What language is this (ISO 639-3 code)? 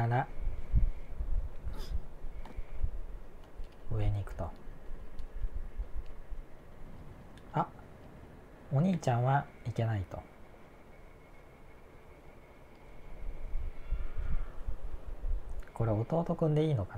jpn